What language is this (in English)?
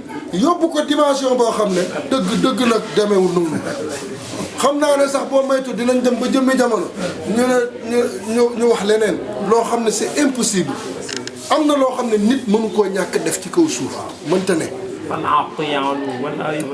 Wolof